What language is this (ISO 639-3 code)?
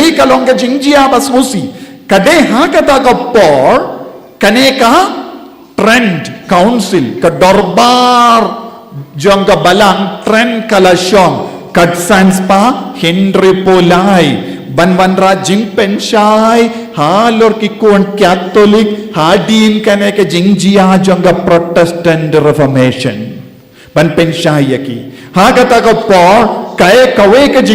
kha